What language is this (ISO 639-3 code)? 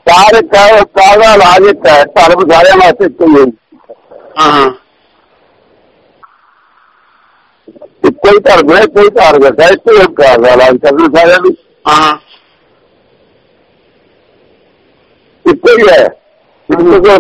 pan